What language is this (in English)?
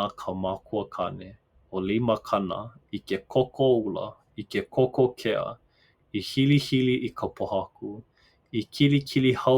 Hawaiian